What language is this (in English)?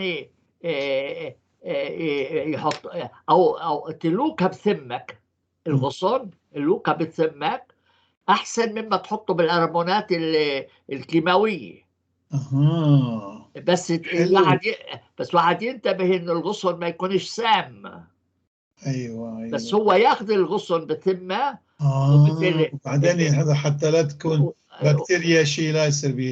North Levantine Arabic